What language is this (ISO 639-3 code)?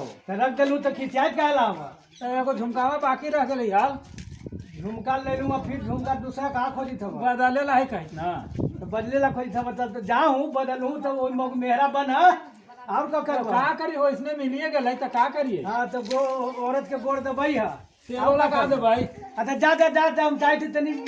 mag